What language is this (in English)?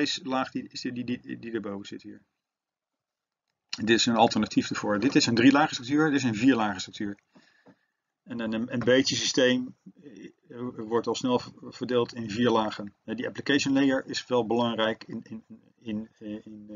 Dutch